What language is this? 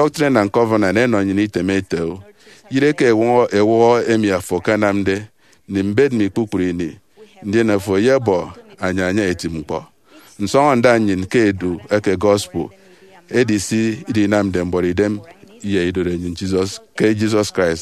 Efik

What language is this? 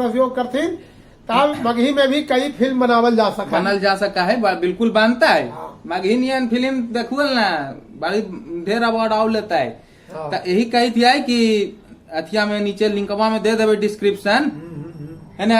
Magahi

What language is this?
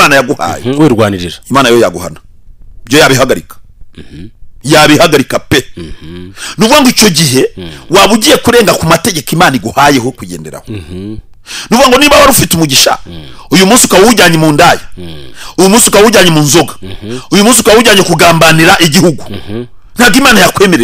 Kinyarwanda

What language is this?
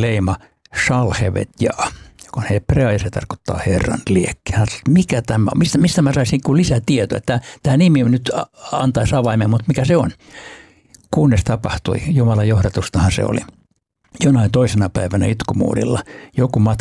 Finnish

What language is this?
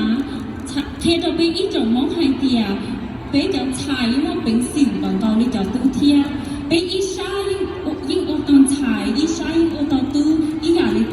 Hmong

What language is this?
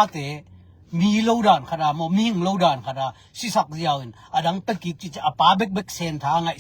Tedim Chin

